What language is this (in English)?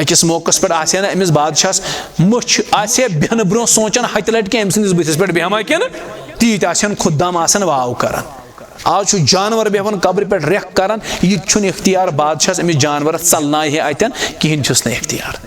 Kashmiri